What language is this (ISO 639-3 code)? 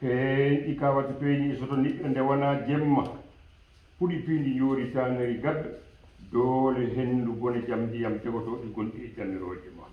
ful